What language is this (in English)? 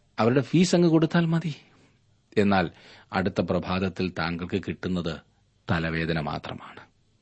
Malayalam